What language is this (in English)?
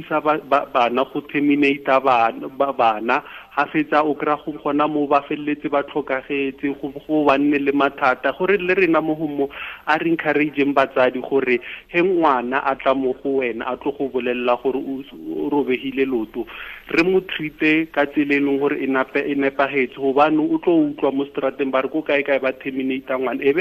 Tswana